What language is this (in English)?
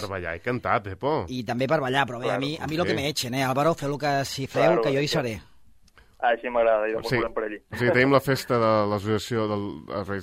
Catalan